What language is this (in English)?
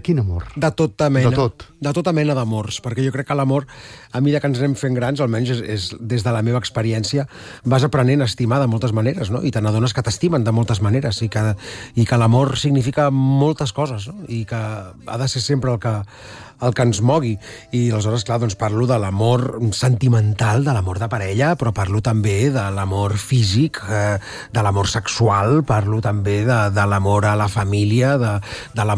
Catalan